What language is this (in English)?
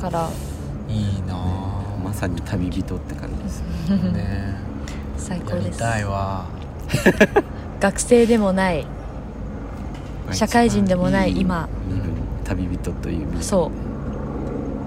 Japanese